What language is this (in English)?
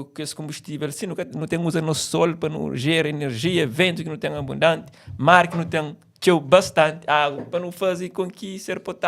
Kabuverdianu